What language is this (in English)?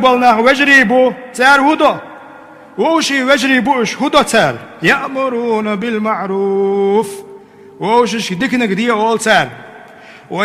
Chechen